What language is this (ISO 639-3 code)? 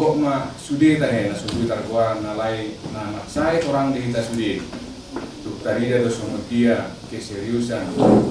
bbc